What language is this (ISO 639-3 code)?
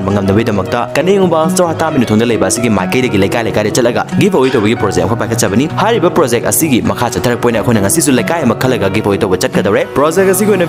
mni